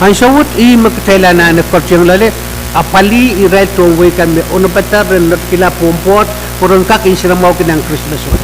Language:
Pohnpeian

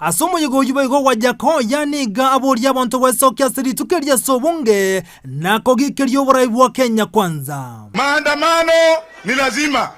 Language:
Gusii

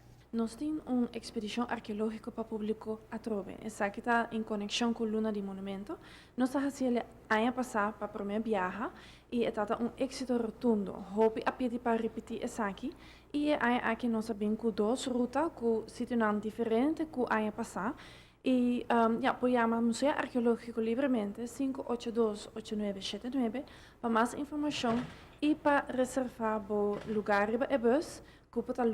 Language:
Papiamento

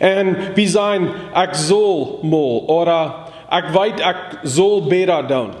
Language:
Plautdietsch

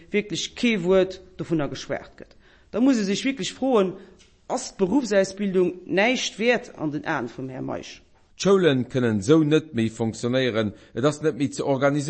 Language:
Luxembourgish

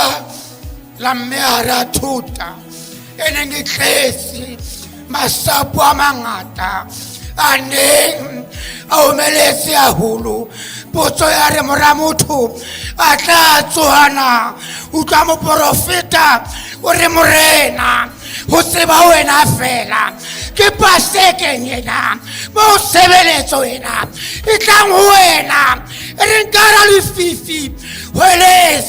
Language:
Southern Sotho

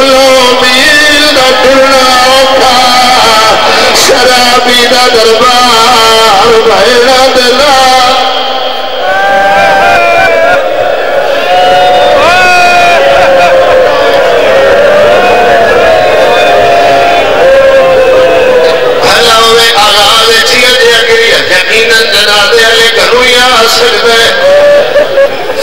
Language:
Saraiki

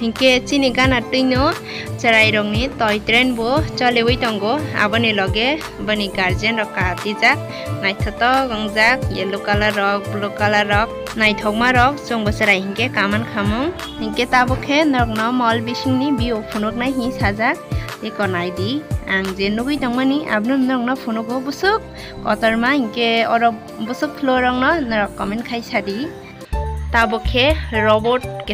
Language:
Kok Borok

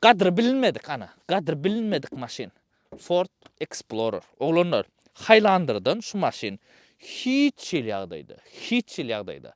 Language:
Turkmen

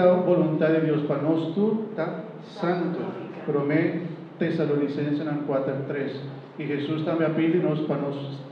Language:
Papiamento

